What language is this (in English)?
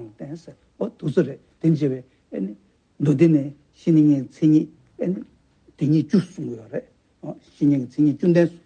Tibetan